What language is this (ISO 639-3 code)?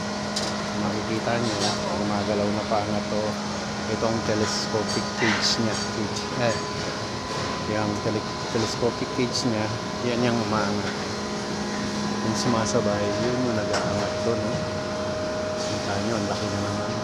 fil